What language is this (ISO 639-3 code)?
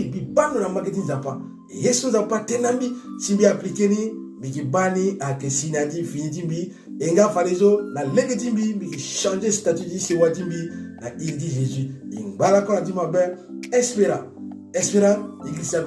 sag